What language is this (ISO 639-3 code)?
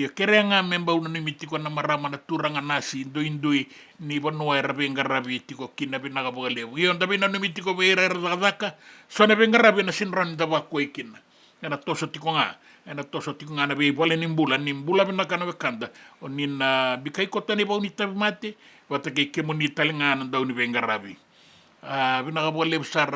fij